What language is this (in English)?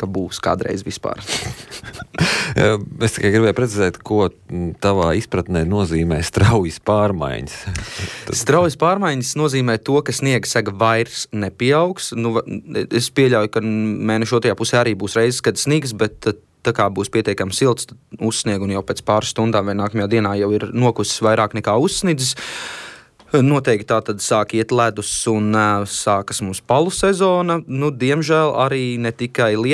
Latvian